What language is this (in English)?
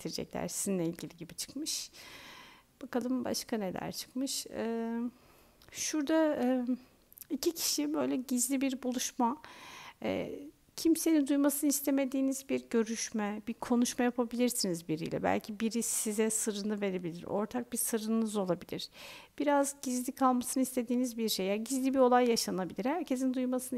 Turkish